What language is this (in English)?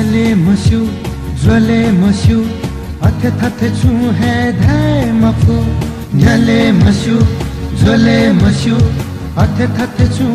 Newari